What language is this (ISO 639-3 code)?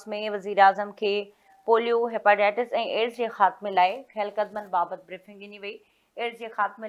snd